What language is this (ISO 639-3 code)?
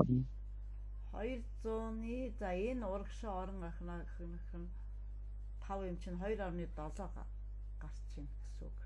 mon